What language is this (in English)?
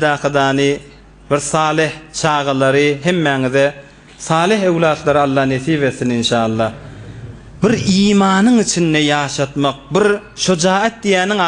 Turkmen